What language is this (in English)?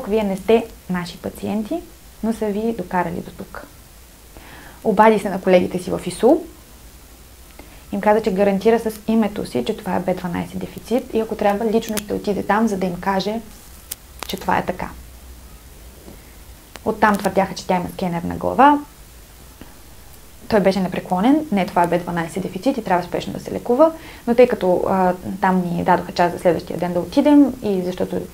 Bulgarian